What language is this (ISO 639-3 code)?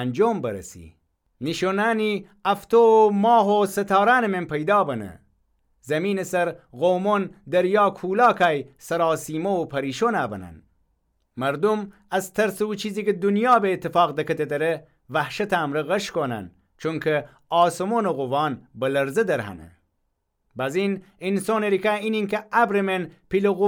glk